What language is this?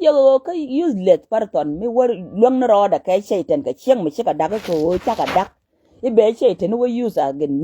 Nuer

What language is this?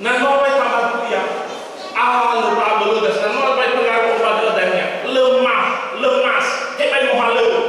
Nias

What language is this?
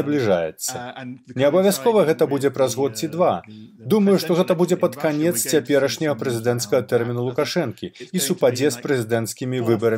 Belarusian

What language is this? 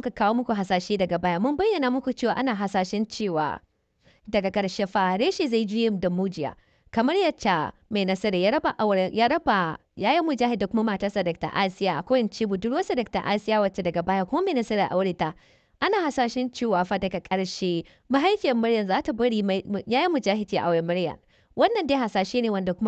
Hausa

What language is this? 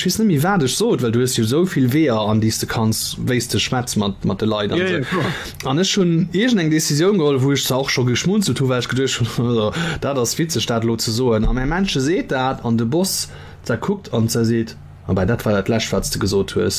Luxembourgish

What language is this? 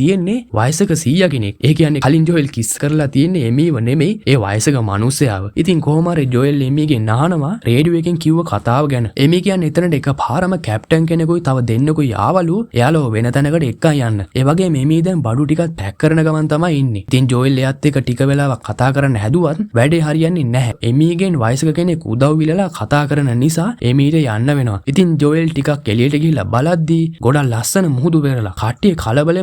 Sinhala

